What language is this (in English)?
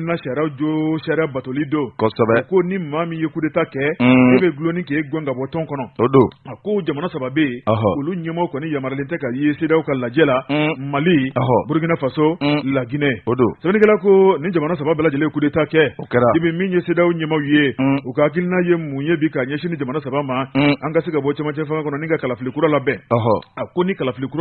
Bambara